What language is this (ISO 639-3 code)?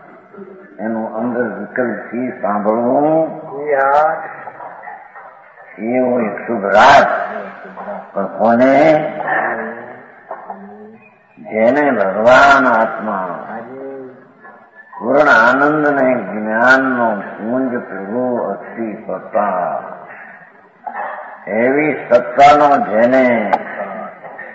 guj